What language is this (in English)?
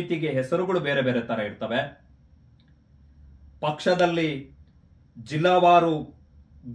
Kannada